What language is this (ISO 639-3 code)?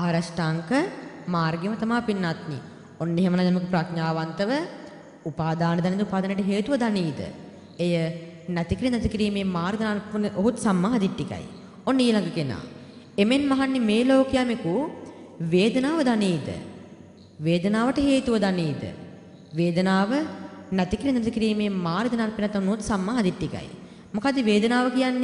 sin